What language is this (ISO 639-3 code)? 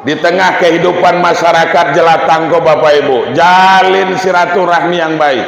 min